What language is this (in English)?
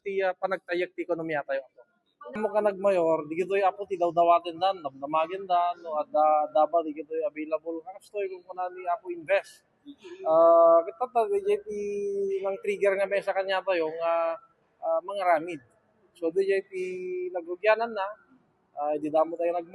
Iloko